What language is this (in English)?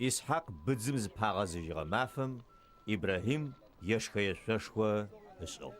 Adyghe